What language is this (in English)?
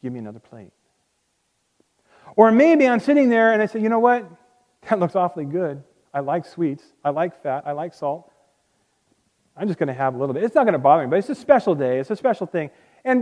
English